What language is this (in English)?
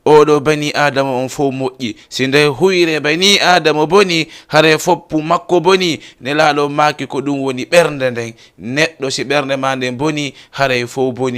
Fula